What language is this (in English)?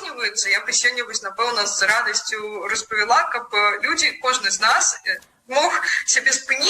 Belarusian